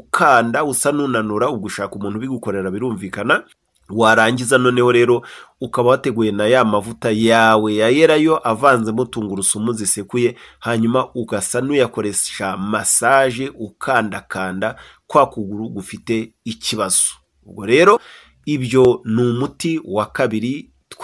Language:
Kinyarwanda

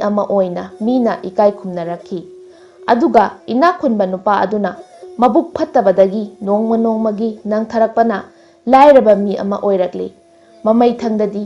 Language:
Manipuri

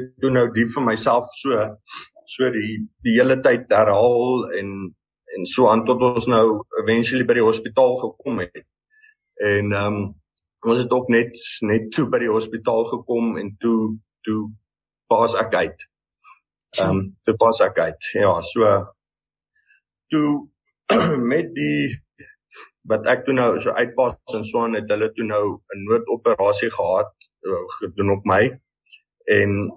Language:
Afrikaans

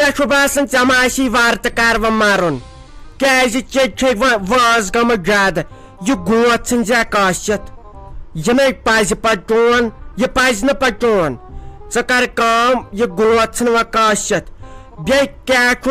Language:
Kashmiri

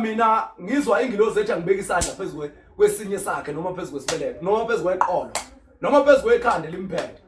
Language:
Zulu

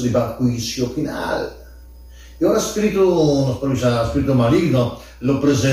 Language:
Papiamento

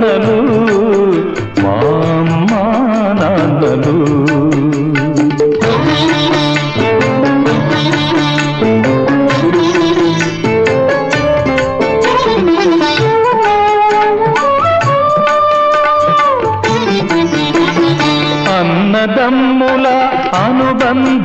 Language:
Telugu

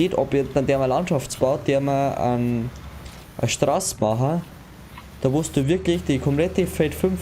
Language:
Bavarian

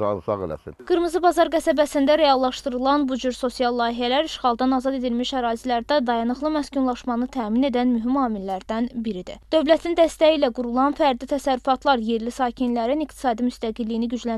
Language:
Azerbaijani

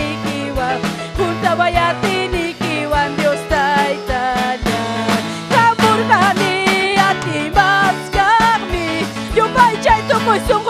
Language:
Ayacucho Quechua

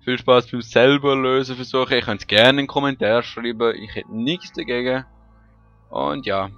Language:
Swiss German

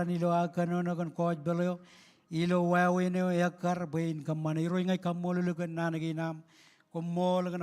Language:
Marshallese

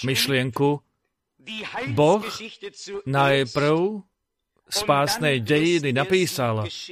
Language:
Slovak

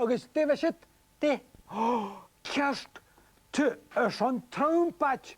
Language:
Scottish Gaelic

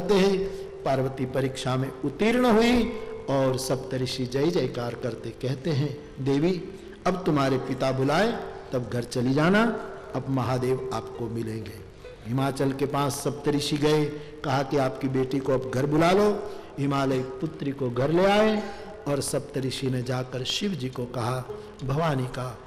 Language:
Hindi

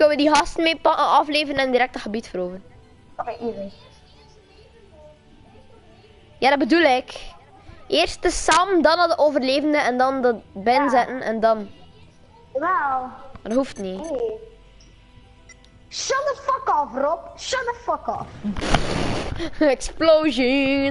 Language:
Dutch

